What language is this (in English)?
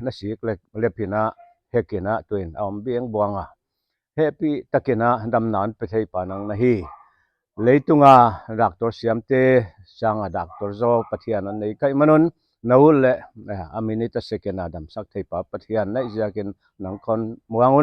Paite Chin